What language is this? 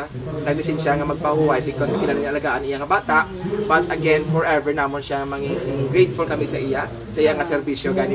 Hiligaynon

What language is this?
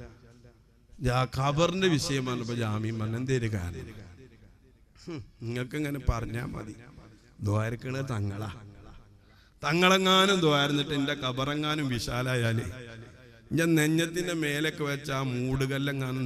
Malayalam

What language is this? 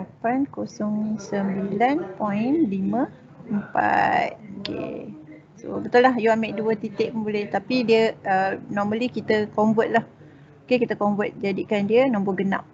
Malay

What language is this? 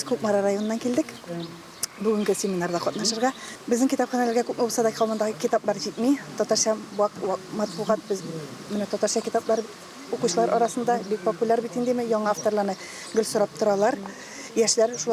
Tatar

